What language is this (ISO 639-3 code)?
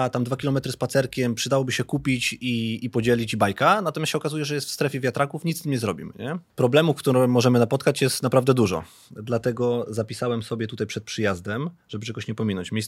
pol